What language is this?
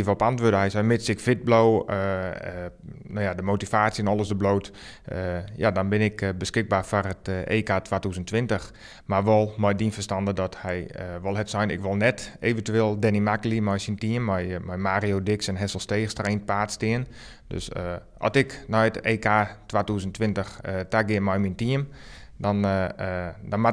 Western Frisian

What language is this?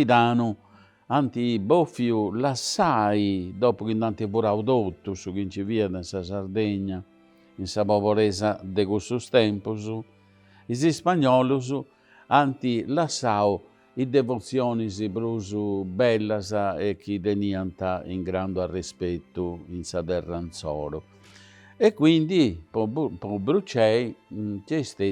Sardinian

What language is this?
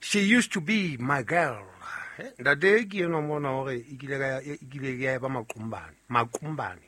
Southern Sotho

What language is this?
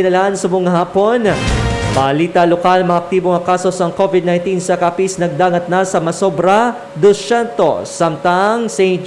Hiligaynon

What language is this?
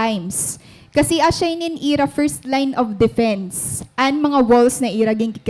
Waray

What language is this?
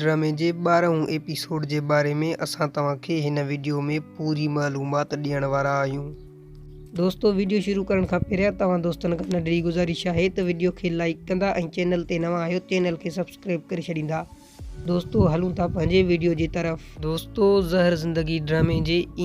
Sindhi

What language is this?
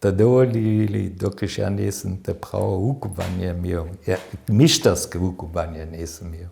Upper Sorbian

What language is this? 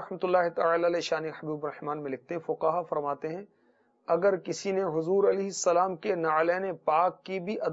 Urdu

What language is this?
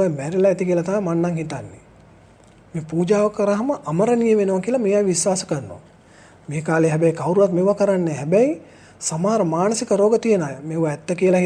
Sinhala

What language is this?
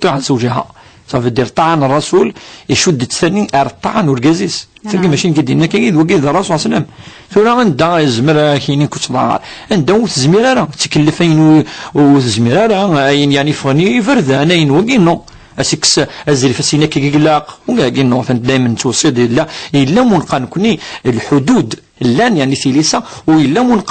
Kabyle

